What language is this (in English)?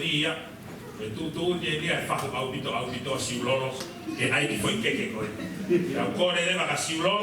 Tongan